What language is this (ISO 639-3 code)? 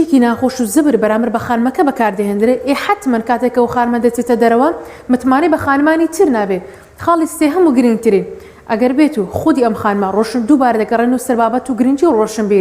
ckb